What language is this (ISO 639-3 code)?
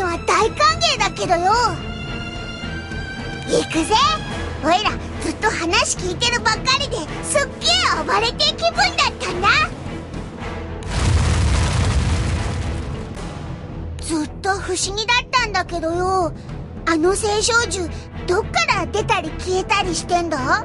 jpn